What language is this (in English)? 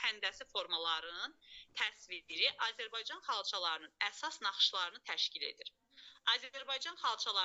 Azerbaijani